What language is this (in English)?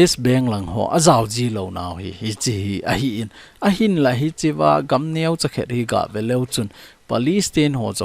Thado Chin